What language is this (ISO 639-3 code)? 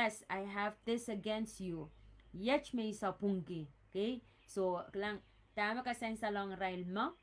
pon